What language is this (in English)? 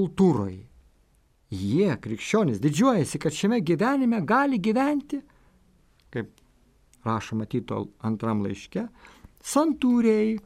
Lithuanian